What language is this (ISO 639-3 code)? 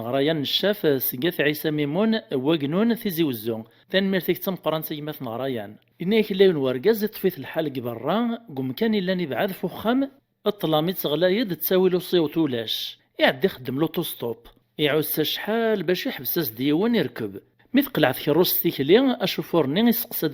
kab